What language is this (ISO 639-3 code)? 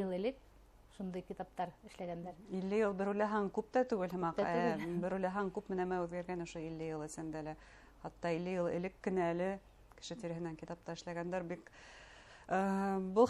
bak